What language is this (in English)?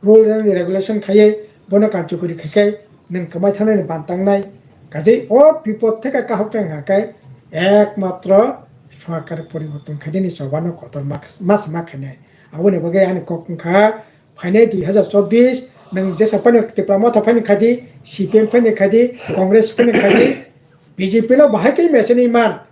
Kok Borok